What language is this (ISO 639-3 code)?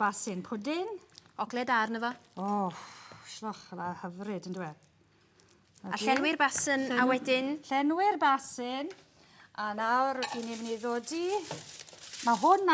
cym